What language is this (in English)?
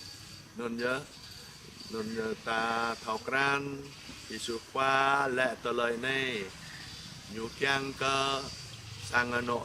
Jarai